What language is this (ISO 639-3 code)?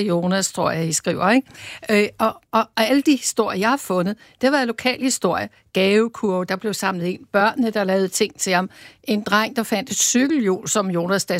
dan